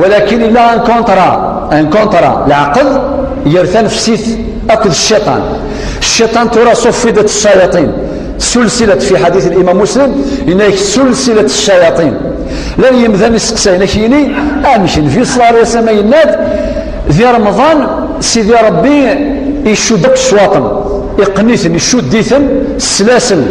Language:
Kabyle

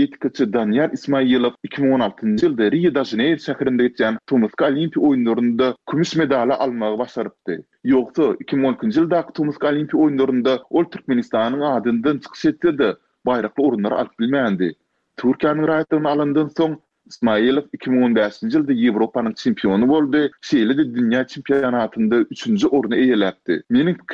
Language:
Turkmen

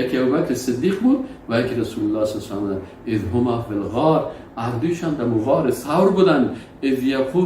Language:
Persian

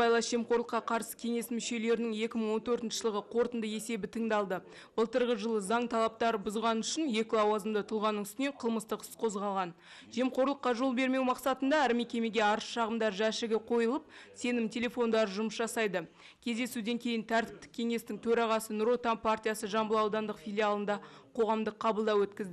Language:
Kazakh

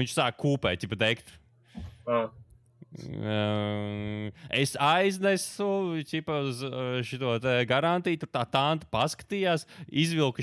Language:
Latvian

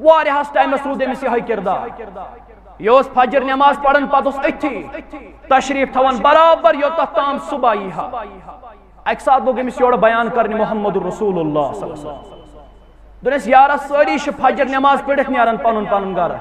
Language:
Kashmiri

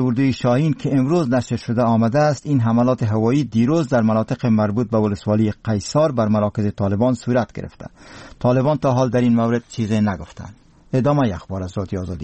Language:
Persian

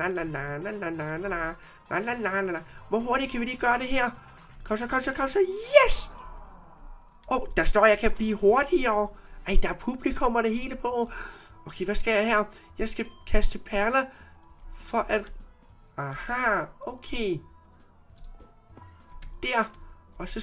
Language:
Danish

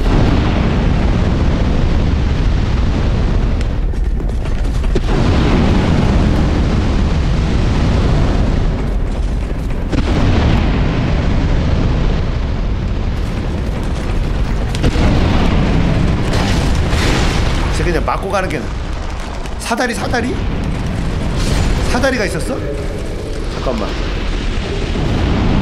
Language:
Korean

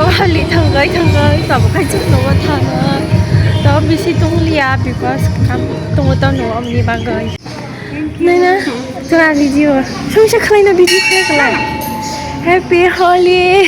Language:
Kok Borok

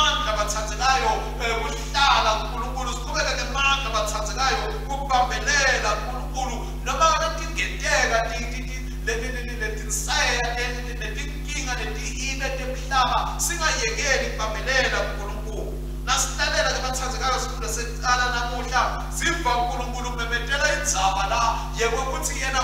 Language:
Swati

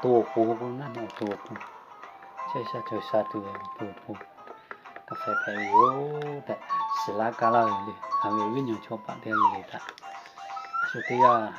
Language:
Lahu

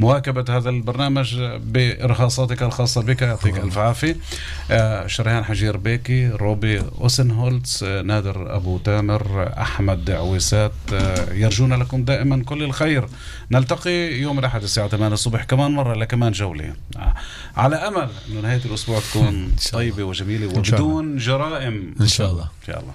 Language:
North Levantine Arabic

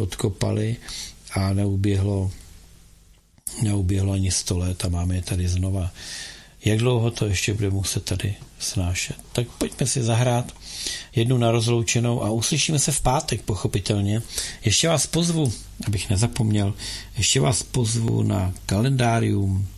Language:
Czech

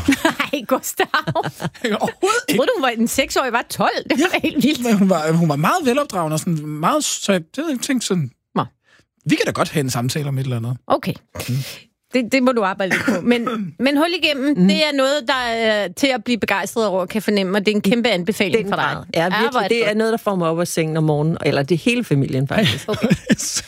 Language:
Danish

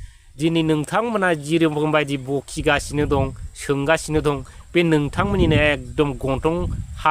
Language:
Bodo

